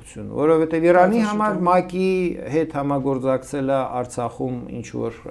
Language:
Armenian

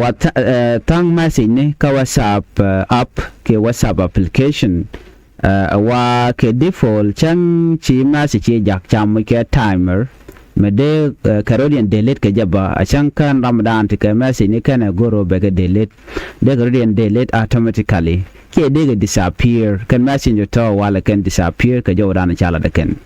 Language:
Nuer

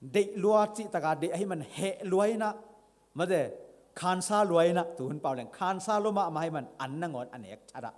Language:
Tedim Chin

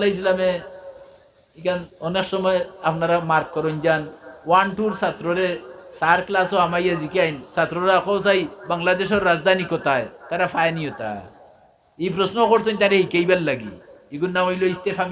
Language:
Sylheti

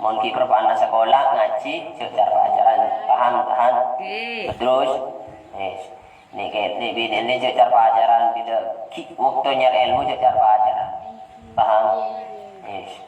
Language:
Madurese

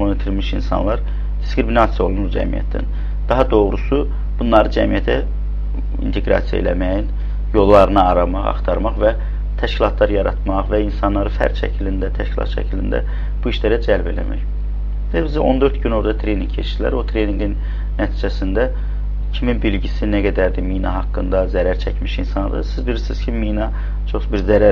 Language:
Azerbaijani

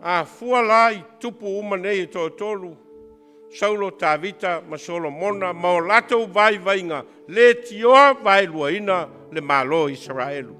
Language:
Samoan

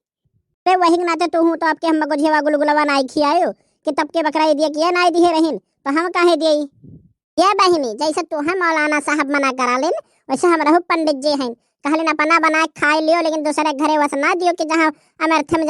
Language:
Awadhi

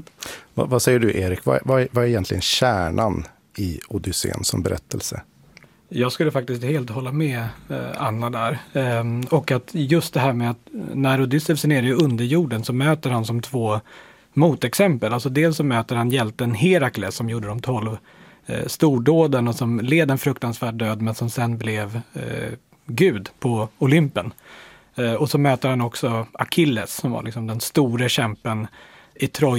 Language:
Swedish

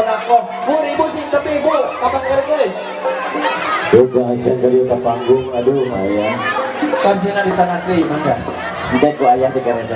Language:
Sundanese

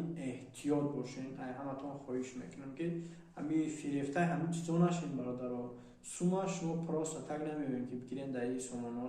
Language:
Tajik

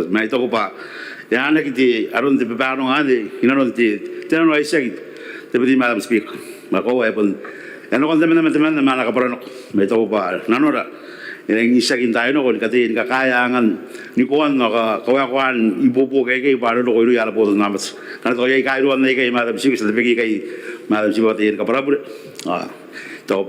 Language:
Gilbertese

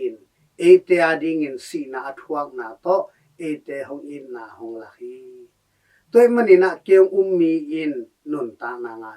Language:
Tedim Chin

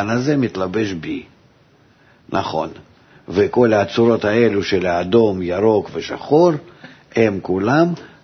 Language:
Hebrew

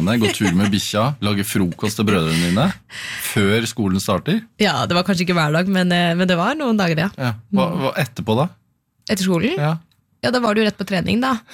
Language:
Norwegian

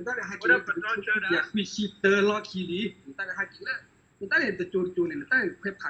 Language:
S'gaw Karen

